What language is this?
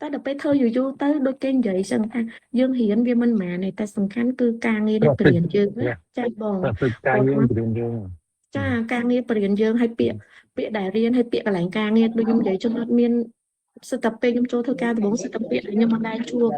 Khmer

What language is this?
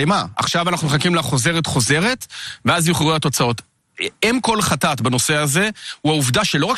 Hebrew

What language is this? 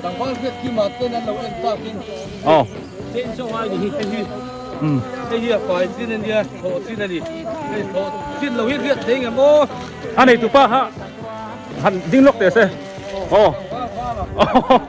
Biete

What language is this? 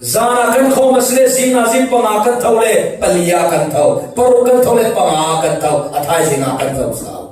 Falam Chin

